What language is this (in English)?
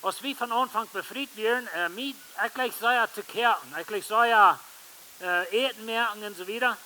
Plautdietsch